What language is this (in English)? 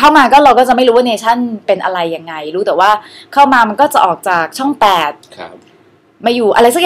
Thai